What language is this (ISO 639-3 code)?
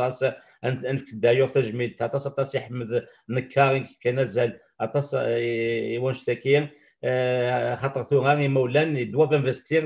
kab